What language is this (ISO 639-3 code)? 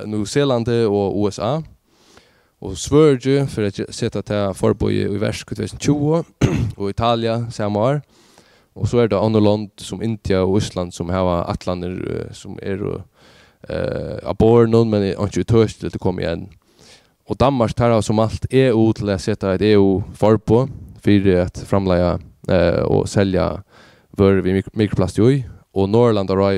fao